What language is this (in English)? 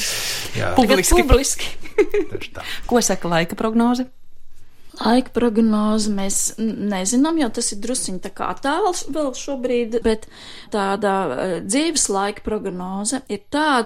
Latvian